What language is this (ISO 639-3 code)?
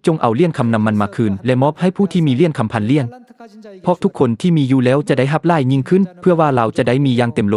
lao